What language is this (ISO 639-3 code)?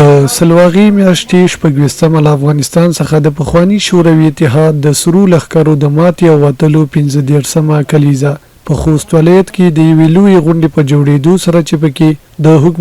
pus